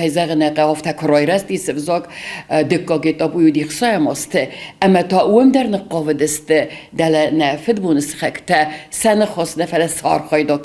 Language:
Ossetic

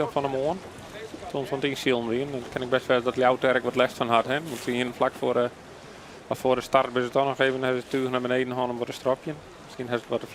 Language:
Western Frisian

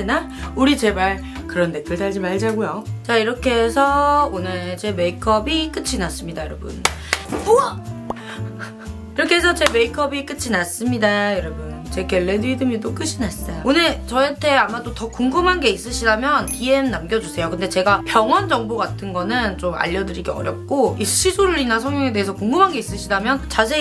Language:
Korean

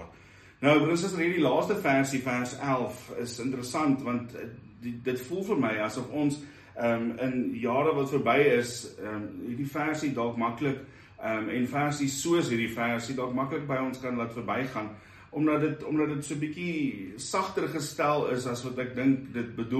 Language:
Afrikaans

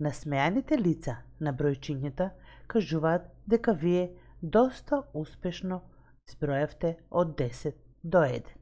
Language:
Macedonian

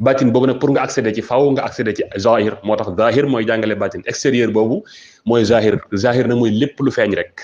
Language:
Wolof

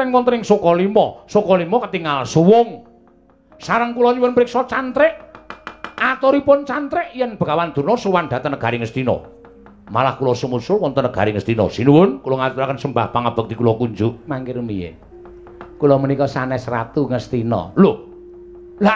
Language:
Javanese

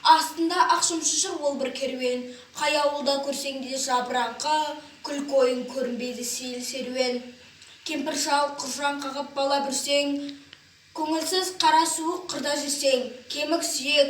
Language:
Kazakh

